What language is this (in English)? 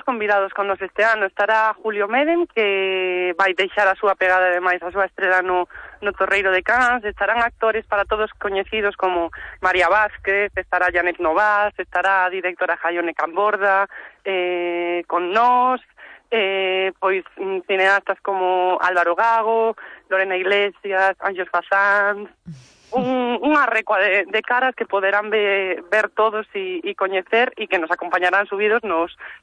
Galician